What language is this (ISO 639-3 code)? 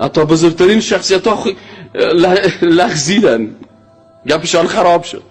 fas